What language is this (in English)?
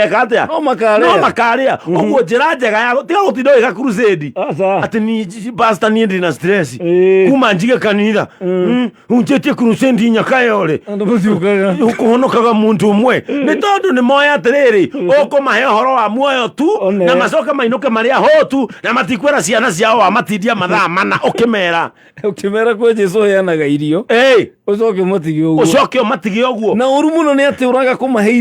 Kikuyu